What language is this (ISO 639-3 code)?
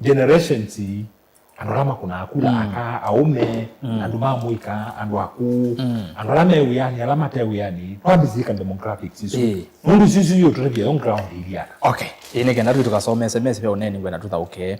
kam